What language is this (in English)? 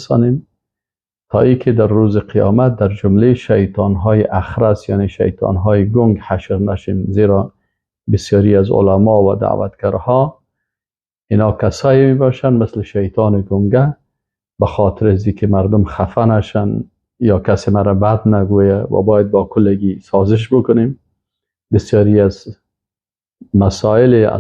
Persian